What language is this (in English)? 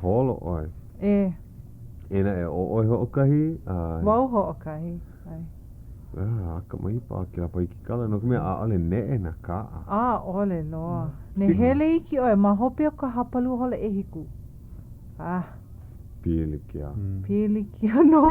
Hawaiian